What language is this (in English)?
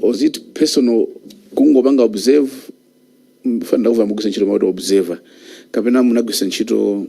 Nyanja